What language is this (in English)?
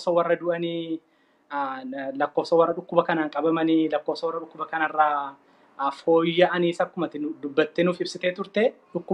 Oromo